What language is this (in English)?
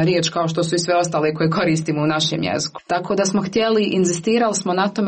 Croatian